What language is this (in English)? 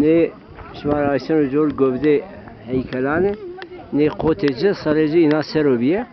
Zaza